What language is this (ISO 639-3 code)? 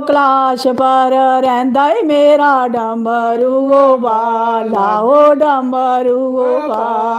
doi